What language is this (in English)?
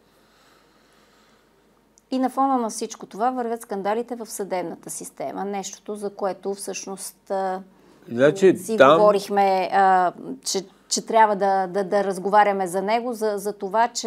Bulgarian